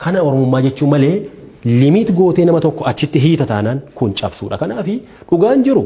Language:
Oromo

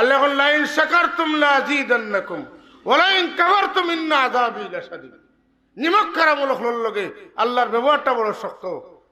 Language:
Sylheti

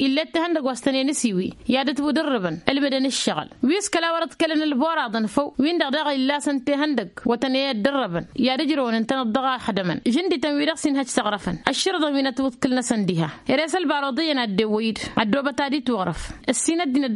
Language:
Tamasheq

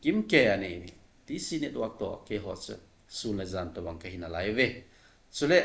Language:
Thado Chin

